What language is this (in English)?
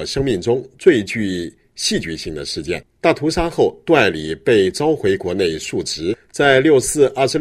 Chinese